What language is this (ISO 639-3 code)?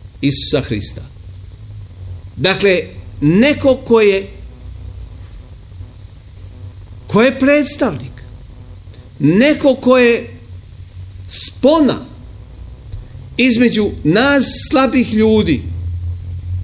srp